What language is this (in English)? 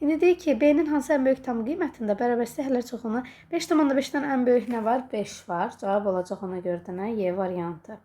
Azerbaijani